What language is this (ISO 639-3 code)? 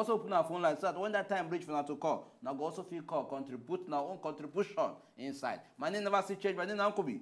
pcm